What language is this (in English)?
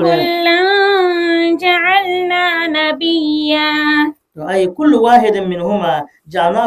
Dagbani